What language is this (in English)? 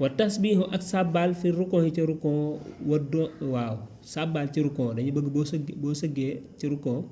Wolof